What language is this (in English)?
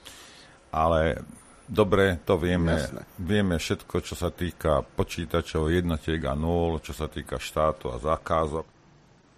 Slovak